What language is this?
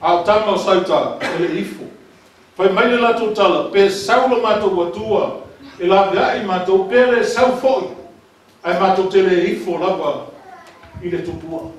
Samoan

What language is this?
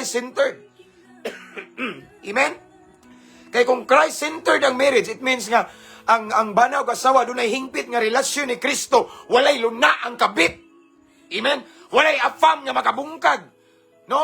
Cebuano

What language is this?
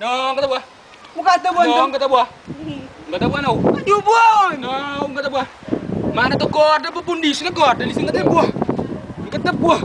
Kabuverdianu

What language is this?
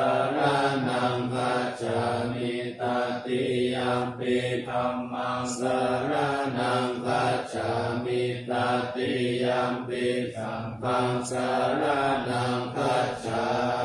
Pali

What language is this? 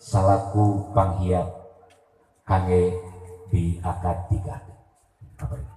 Sundanese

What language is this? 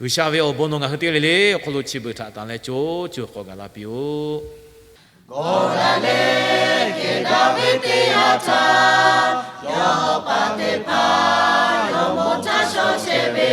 Lahu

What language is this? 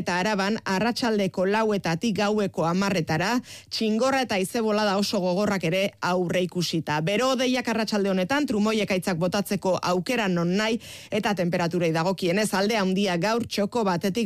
Basque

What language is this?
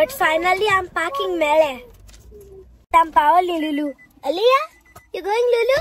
Konkani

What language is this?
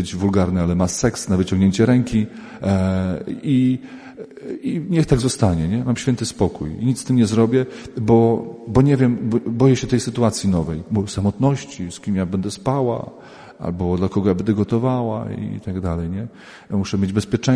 Polish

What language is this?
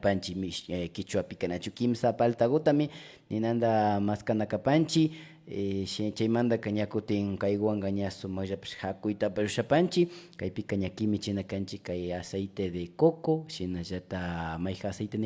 Imbabura Highland Quichua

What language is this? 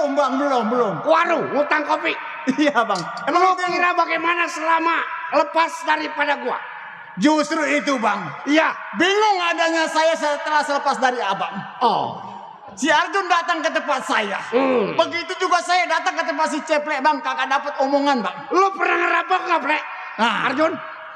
Betawi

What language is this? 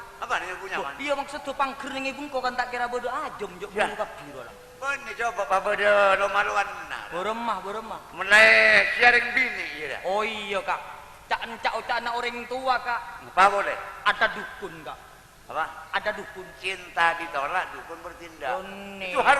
Madurese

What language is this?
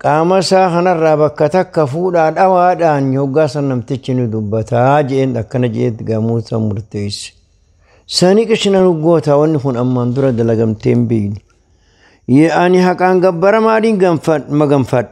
Oromo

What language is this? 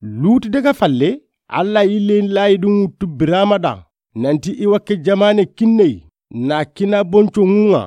Soninke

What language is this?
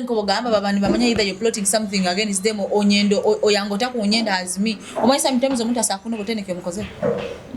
Nyoro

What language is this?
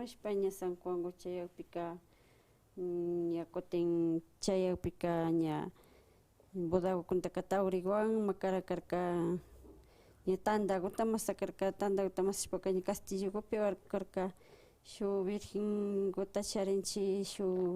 Imbabura Highland Quichua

